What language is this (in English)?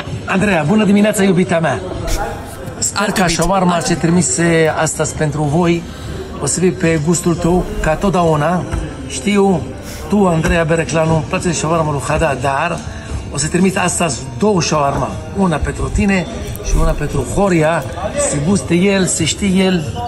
Romanian